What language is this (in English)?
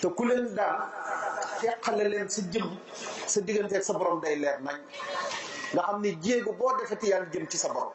Wolof